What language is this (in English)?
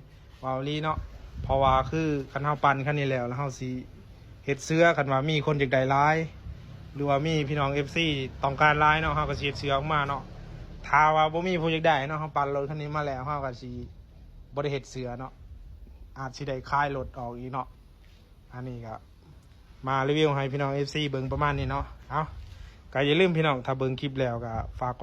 Lao